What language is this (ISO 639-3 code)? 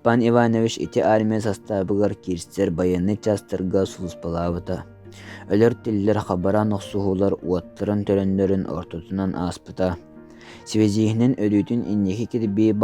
sah